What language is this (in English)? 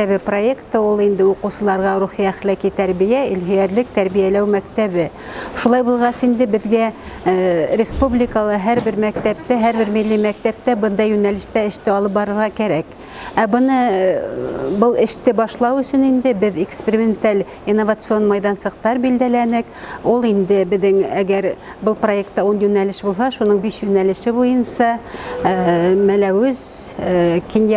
Bashkir